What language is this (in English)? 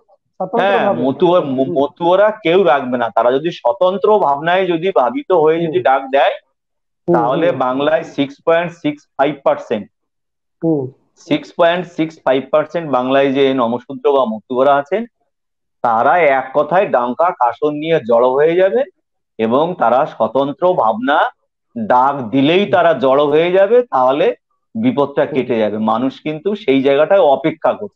Bangla